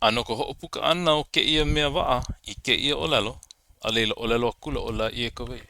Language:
Hawaiian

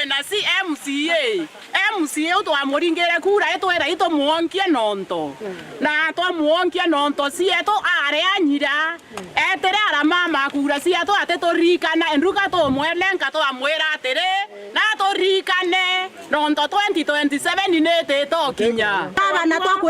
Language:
Meru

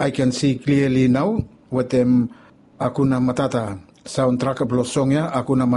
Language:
Bislama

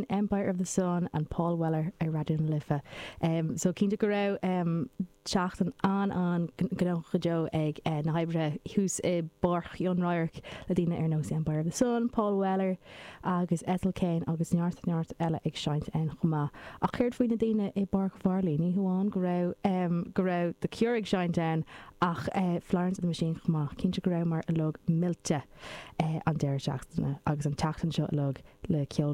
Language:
Irish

